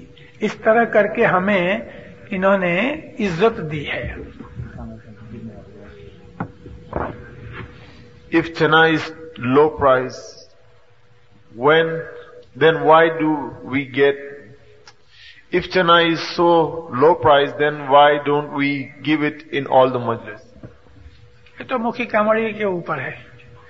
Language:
Urdu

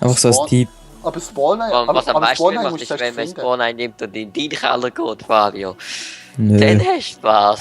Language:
Swiss German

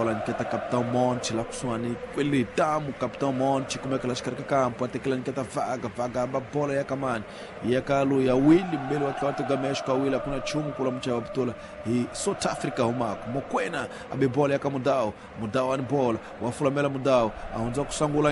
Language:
Tsonga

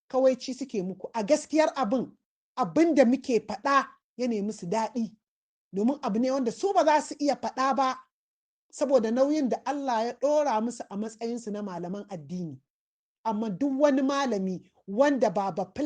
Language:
Hausa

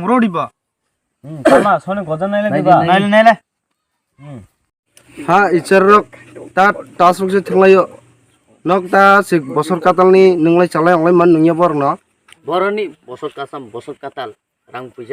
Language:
Kok Borok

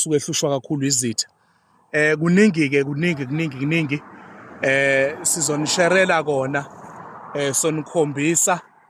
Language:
Zulu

